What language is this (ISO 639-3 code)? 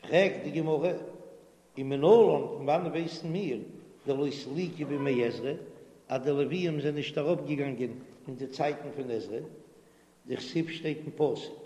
yid